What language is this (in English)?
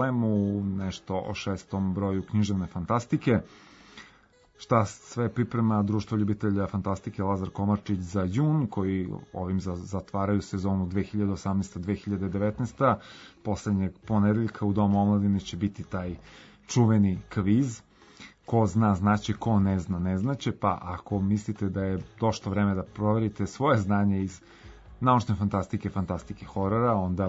Serbian